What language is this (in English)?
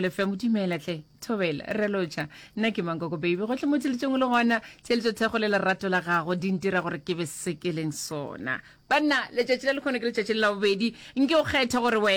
Northern Sotho